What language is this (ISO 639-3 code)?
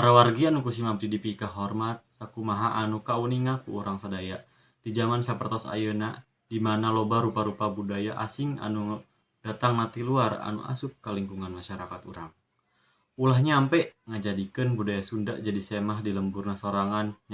sun